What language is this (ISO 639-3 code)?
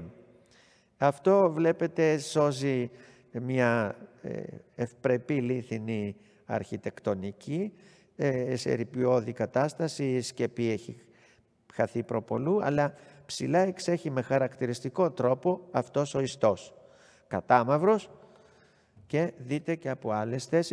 ell